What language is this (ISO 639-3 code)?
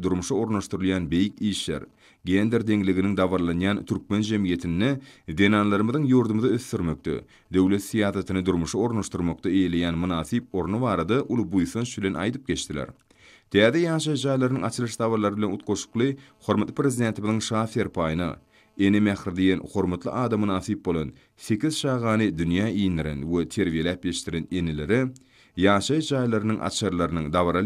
tuk